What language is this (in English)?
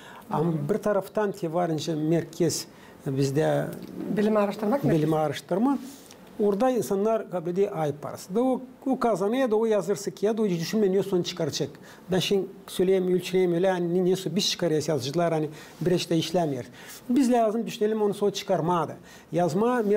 Gagauz